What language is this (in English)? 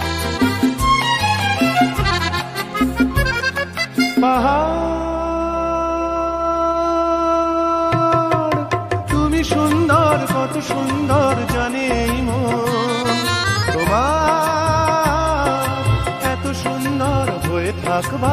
Bangla